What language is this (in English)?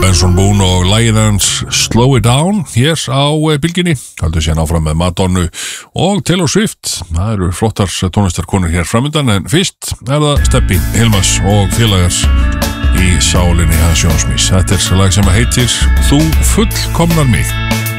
Icelandic